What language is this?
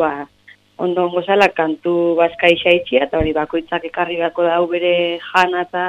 Basque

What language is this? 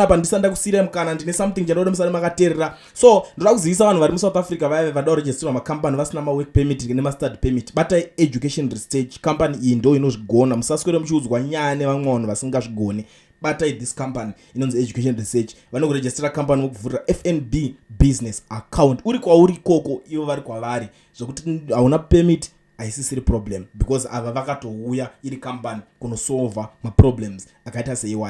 Shona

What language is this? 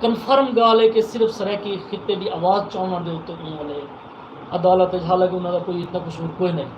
Saraiki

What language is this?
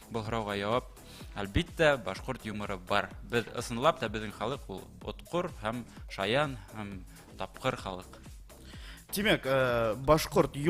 Bashkir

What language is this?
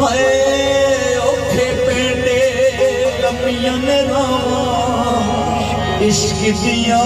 Pahari-Potwari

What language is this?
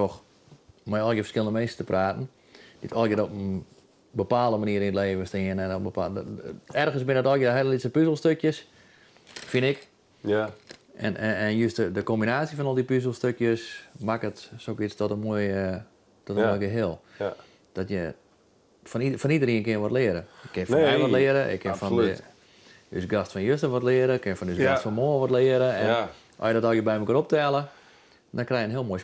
Western Frisian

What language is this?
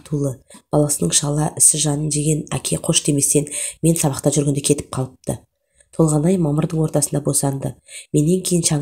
Kazakh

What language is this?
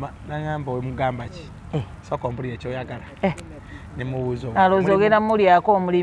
Ganda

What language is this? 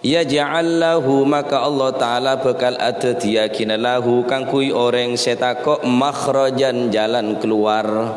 Madurese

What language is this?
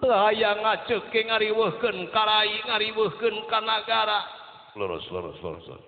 Sundanese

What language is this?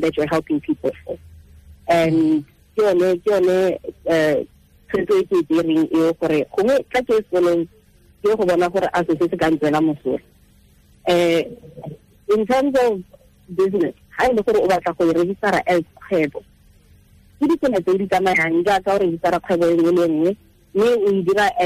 Tswana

